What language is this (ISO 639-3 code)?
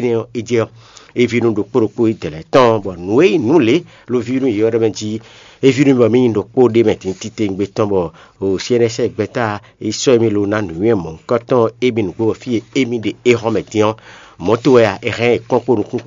fon